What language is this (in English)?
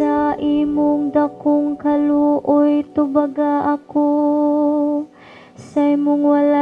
Cebuano